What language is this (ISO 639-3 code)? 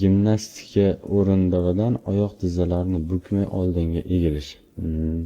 uzb